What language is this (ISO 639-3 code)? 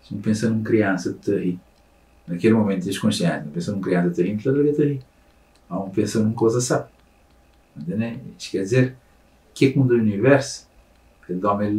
kea